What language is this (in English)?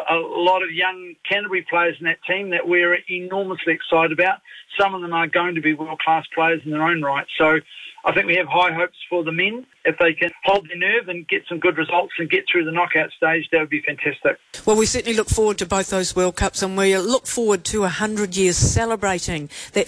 English